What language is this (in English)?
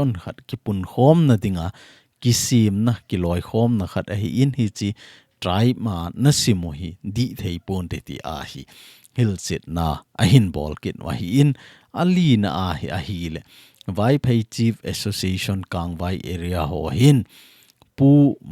Thado Chin